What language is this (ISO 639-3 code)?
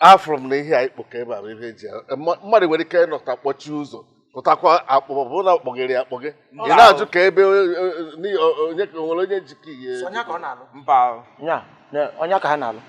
ibo